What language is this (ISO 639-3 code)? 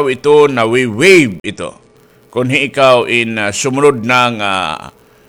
war